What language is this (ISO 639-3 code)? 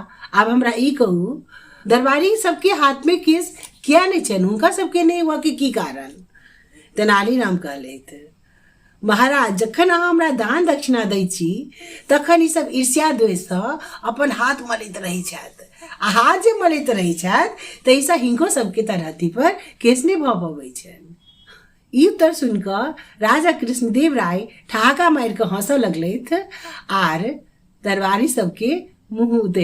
mai